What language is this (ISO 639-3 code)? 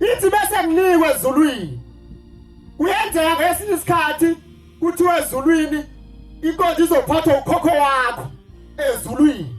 zul